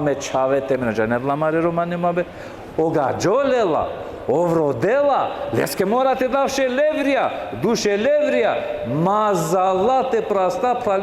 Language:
Balkan Romani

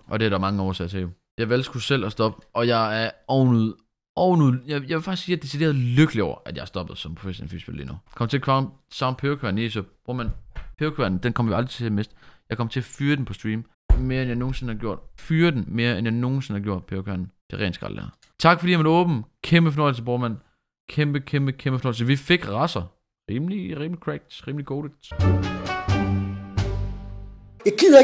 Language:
Danish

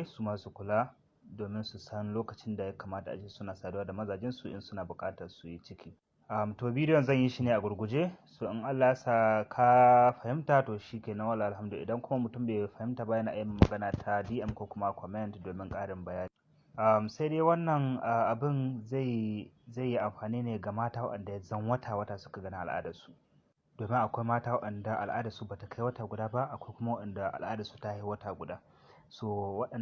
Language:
Hausa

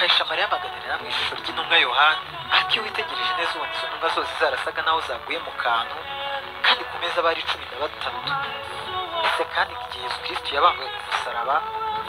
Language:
Kinyarwanda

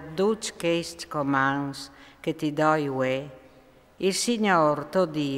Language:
Friulian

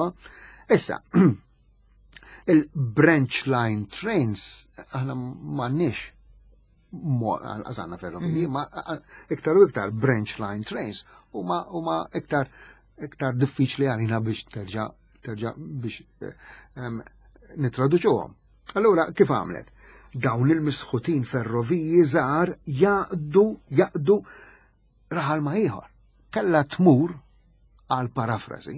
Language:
Maltese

